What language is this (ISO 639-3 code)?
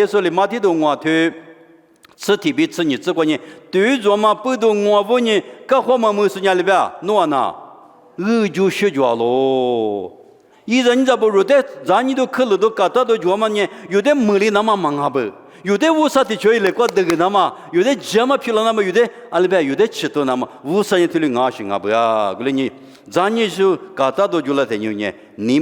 lis